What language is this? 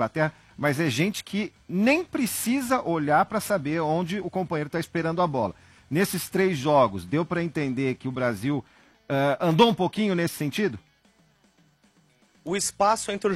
Portuguese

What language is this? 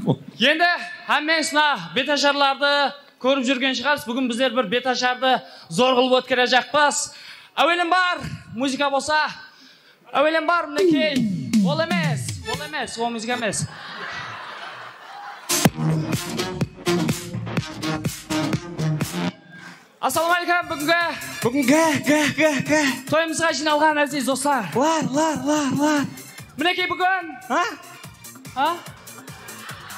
Kazakh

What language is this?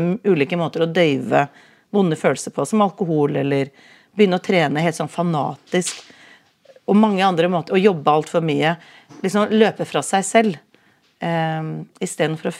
Norwegian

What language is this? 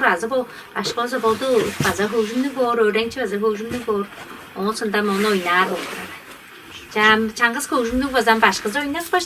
Tuvinian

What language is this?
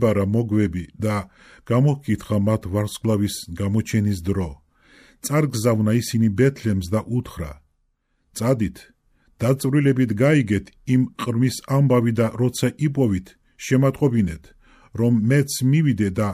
Georgian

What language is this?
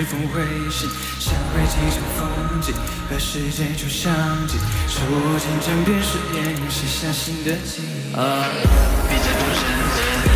Chinese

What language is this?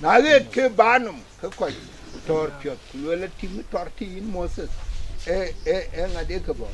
Dinka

